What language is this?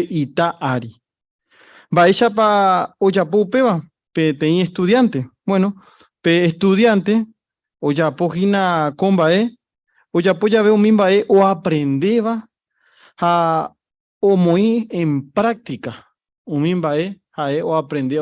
Guarani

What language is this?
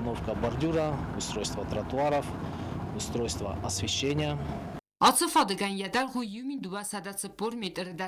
Ossetic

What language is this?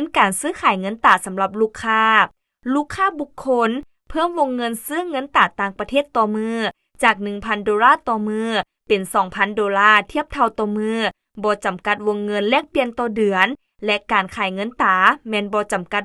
Lao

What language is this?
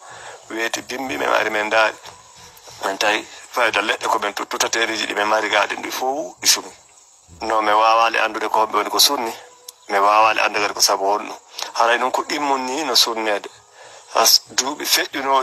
Fula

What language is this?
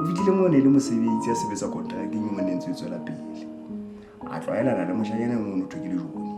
Southern Sotho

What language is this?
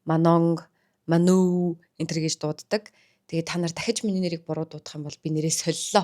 Mongolian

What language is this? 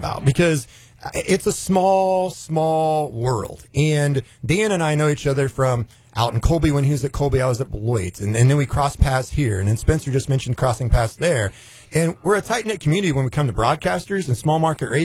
English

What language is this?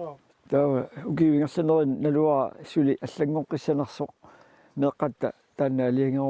Kalaallisut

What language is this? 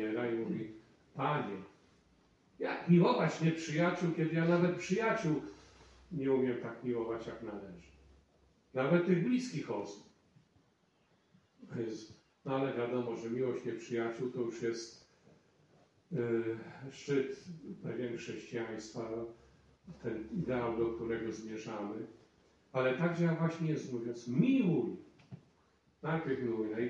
Polish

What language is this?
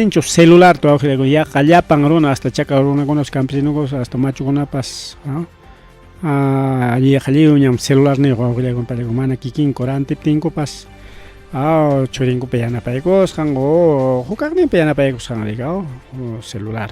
Ayacucho Quechua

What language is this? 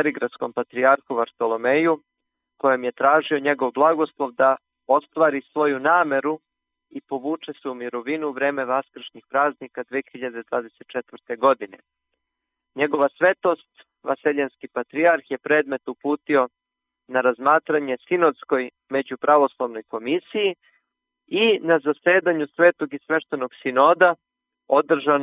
Serbian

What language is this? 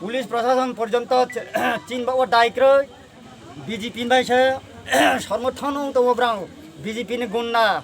Kok Borok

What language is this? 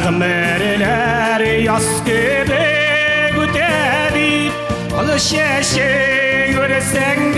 Tatar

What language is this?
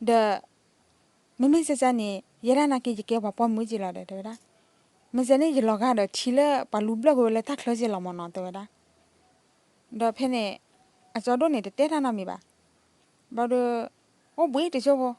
S'gaw Karen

